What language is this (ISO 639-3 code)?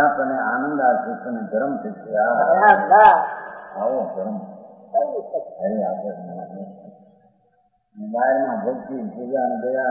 guj